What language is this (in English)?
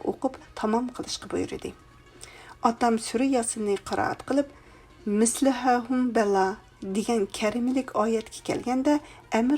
Uyghur